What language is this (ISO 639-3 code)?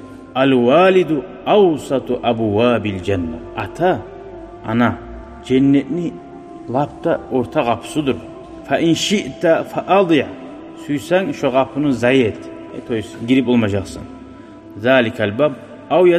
kum